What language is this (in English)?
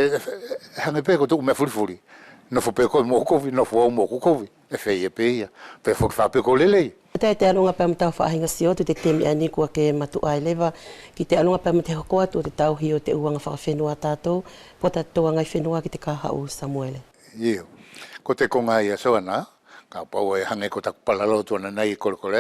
Wallisian